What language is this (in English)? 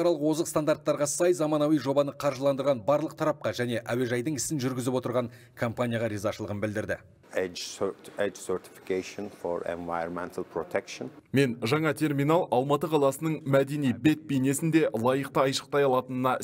Kazakh